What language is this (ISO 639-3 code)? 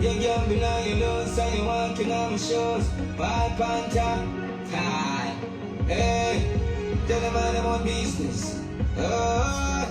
jam